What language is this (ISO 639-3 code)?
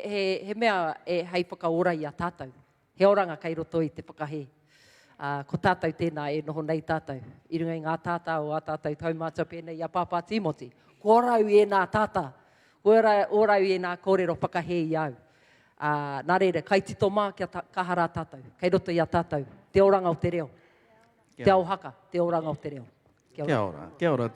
mri